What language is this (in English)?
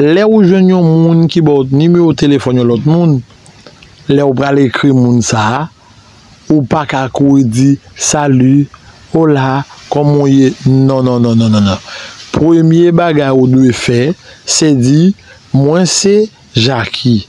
Haitian Creole